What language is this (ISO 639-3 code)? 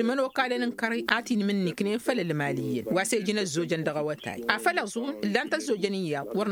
taq